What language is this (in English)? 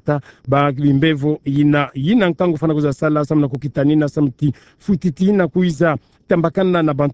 Kituba (Democratic Republic of Congo)